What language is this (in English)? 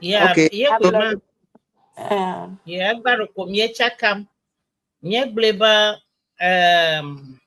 Ewe